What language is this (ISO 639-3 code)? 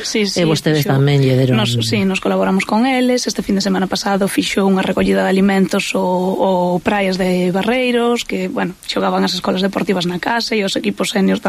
glg